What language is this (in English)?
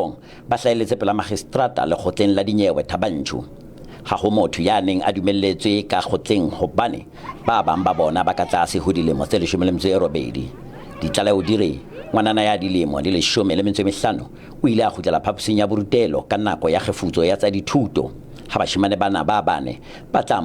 Southern Sotho